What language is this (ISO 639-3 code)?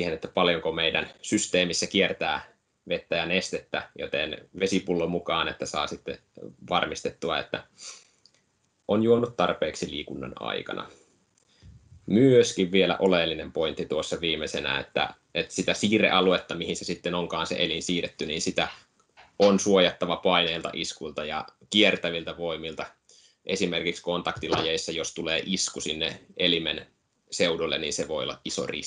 fin